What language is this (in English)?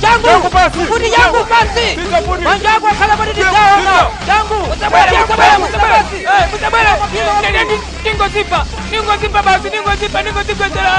Nyanja